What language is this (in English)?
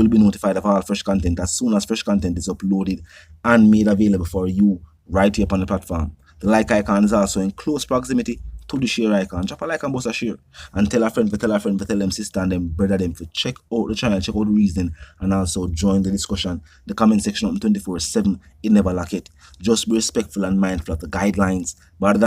Jamaican Creole English